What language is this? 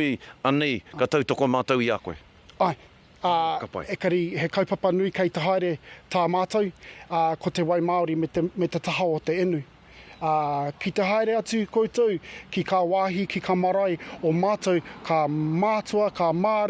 Māori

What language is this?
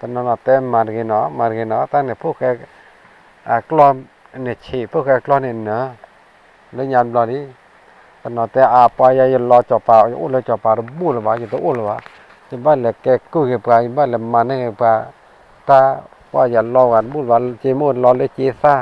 S'gaw Karen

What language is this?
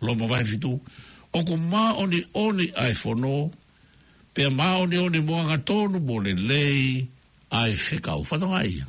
Tongan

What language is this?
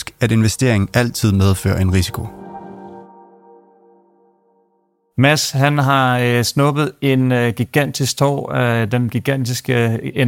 Danish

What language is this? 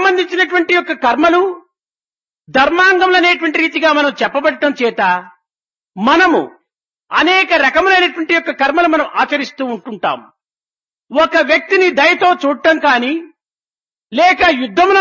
Telugu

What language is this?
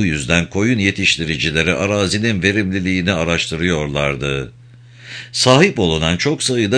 Turkish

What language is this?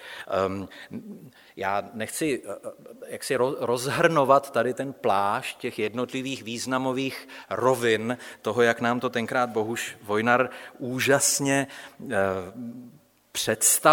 Czech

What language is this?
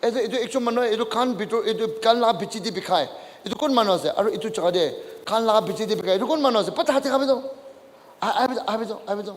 Naga Pidgin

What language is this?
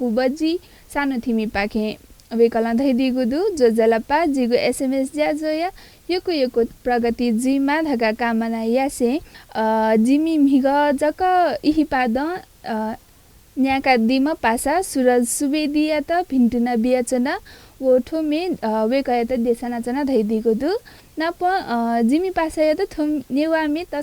Newari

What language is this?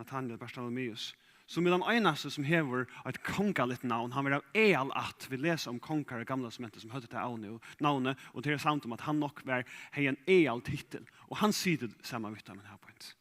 Faroese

